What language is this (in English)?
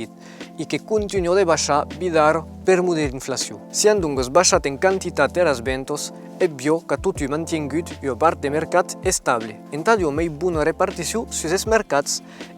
Occitan